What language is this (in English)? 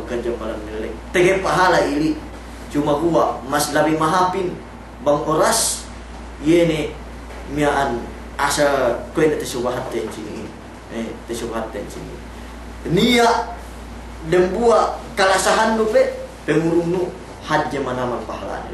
Yakan